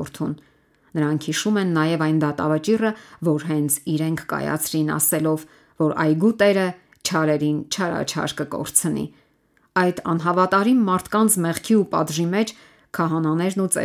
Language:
Armenian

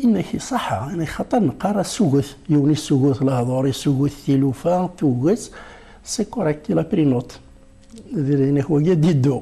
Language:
Kabyle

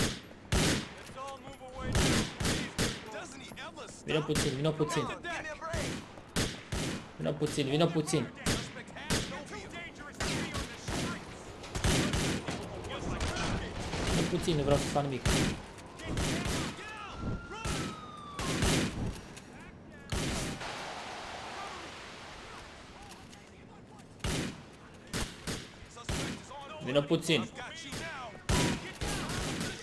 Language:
Romanian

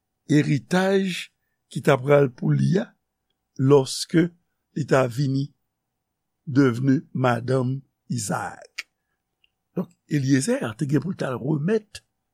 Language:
Haitian Creole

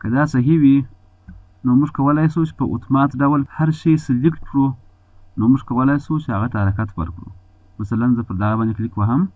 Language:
Pashto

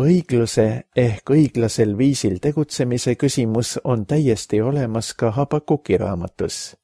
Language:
Estonian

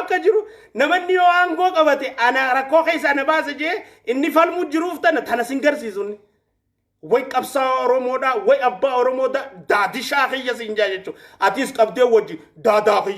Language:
Oromo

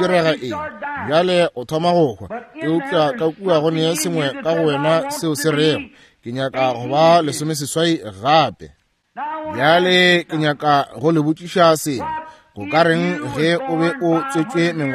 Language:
Northern Sotho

